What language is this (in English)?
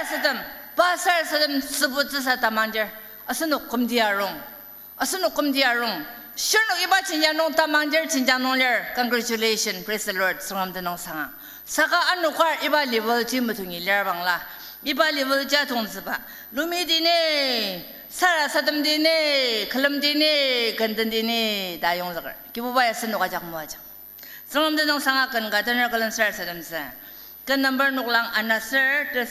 Ao Naga